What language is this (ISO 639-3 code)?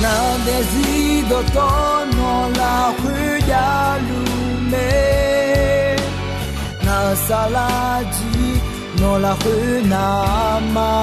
ahk